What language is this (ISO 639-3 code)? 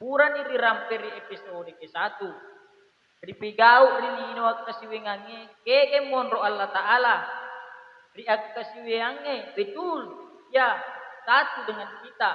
bug